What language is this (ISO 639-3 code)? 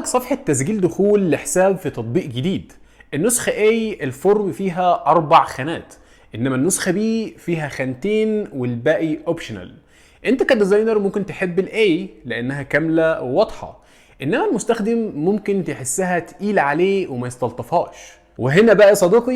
arz